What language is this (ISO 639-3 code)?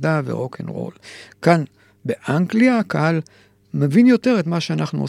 heb